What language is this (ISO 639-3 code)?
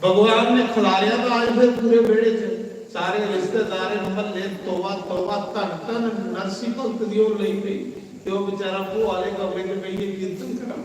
doi